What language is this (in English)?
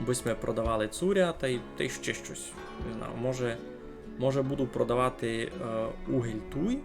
Rusyn